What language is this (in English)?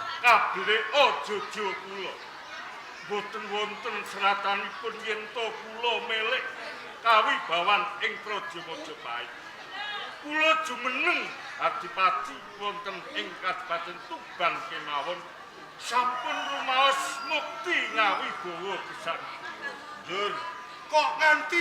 Javanese